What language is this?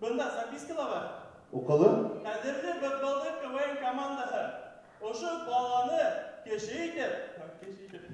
Bashkir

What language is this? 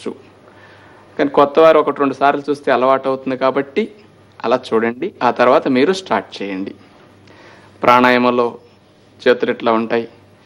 Telugu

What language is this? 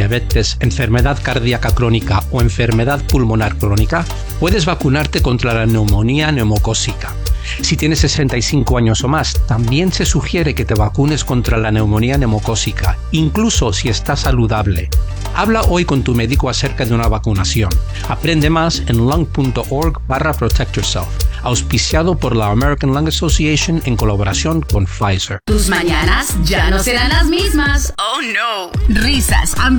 Spanish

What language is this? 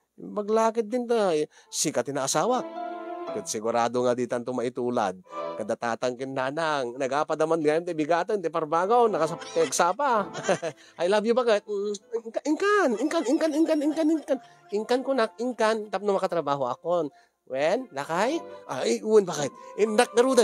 Iloko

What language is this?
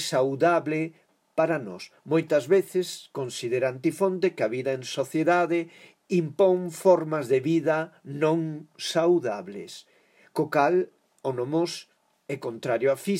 Galician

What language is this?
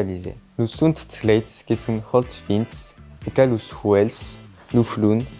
Occitan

